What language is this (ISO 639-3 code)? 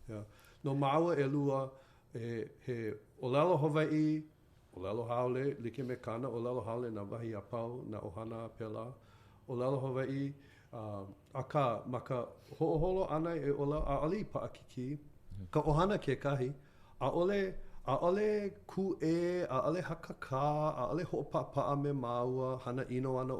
haw